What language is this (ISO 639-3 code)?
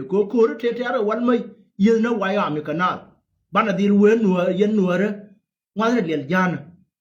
nus